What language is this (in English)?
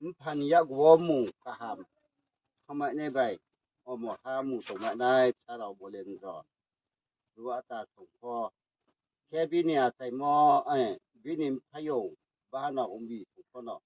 Riang (India)